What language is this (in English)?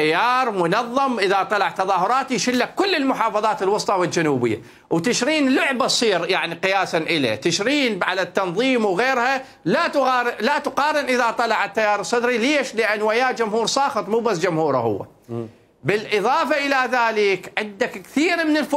Mesopotamian Arabic